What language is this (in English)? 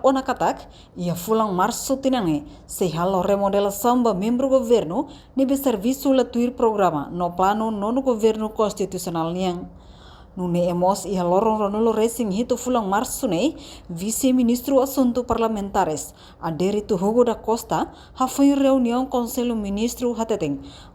Tetum